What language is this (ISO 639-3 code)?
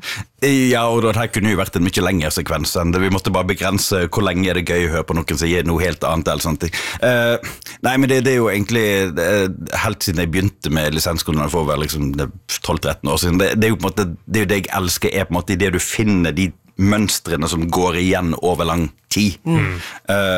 nor